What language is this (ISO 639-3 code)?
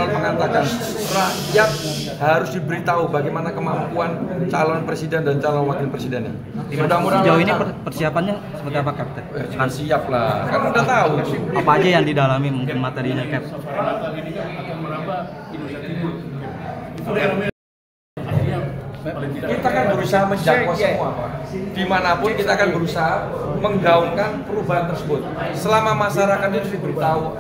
ind